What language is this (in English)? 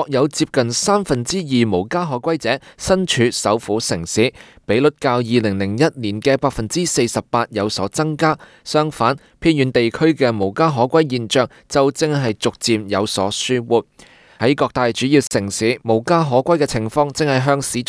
Cantonese